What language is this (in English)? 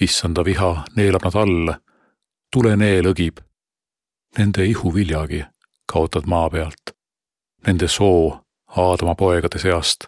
Estonian